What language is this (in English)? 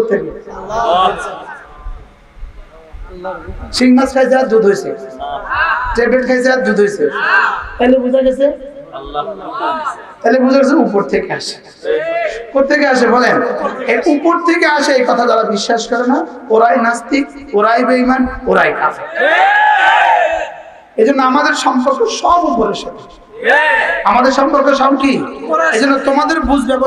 Bangla